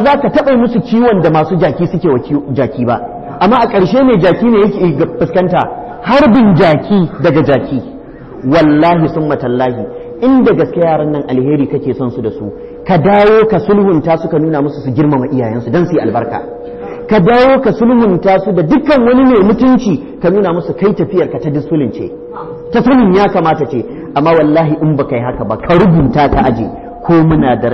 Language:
Hausa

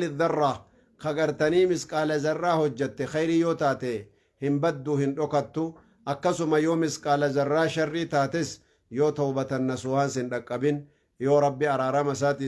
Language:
Oromo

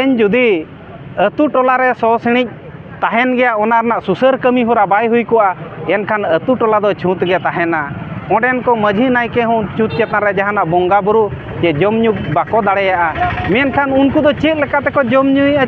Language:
Santali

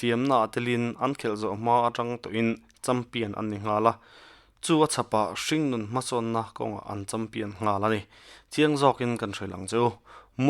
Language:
Mizo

